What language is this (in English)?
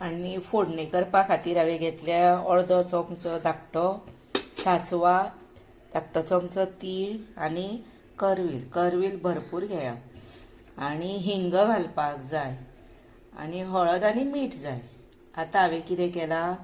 Konkani